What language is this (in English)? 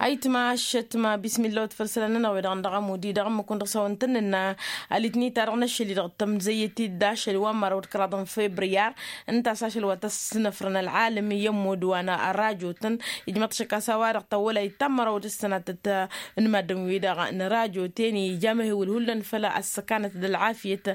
Tamasheq